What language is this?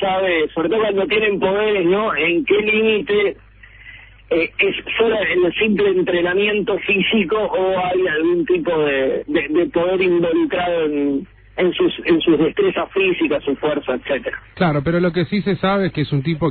Spanish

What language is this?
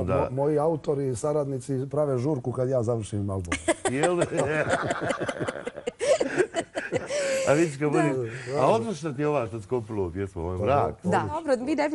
Bosnian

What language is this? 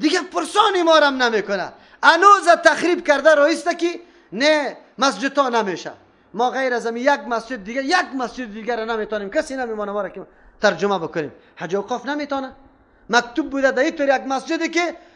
Persian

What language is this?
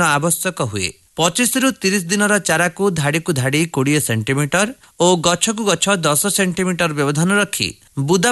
Odia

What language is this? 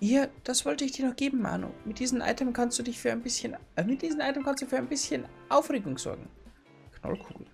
Bavarian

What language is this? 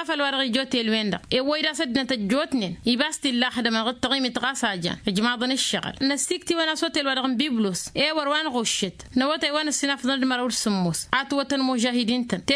Tamasheq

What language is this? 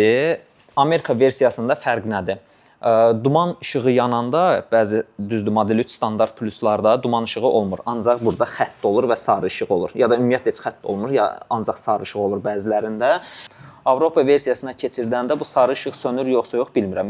Azerbaijani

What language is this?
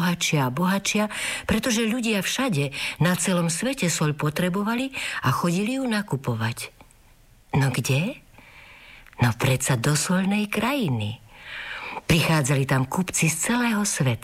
Slovak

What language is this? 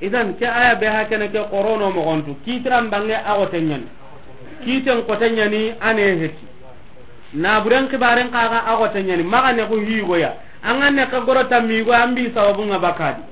Soninke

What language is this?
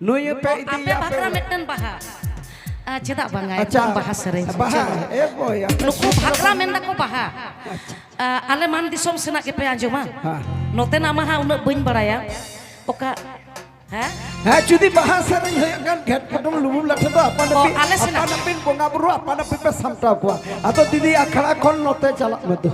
Santali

